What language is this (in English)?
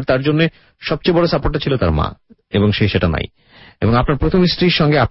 Bangla